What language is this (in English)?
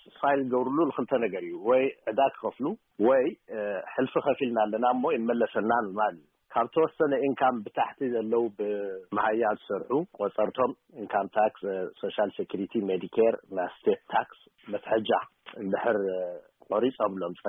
Tigrinya